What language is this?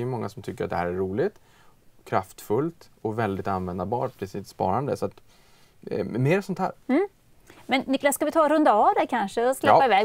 Swedish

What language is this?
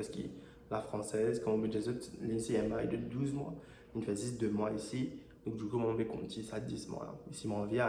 Morisyen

